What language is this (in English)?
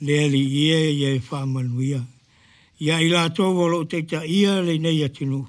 Samoan